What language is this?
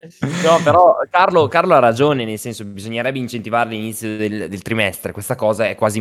Italian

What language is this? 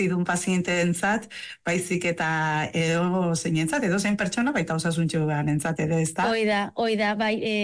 Basque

